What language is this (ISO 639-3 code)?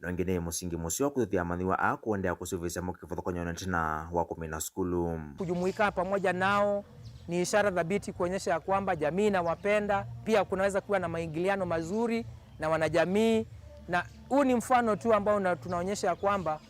kam